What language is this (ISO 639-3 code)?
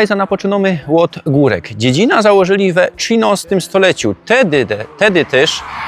szl